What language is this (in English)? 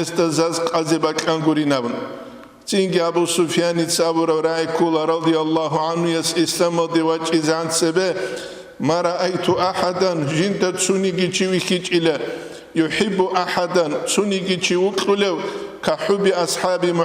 Avaric